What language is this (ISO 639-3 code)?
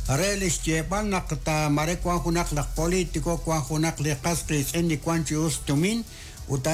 kek